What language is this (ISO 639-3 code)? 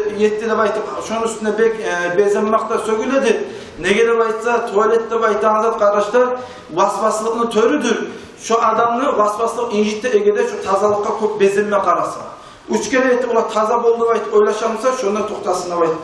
kum